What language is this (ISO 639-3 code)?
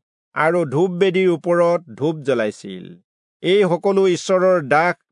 asm